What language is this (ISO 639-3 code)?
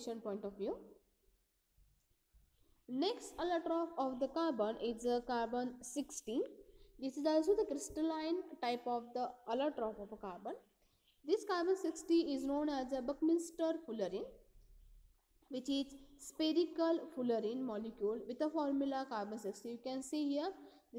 eng